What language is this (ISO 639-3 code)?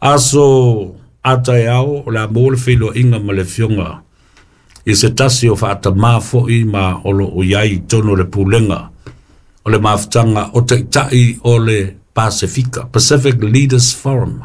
smo